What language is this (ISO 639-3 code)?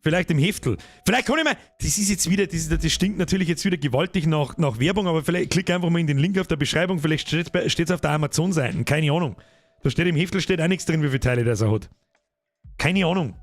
bar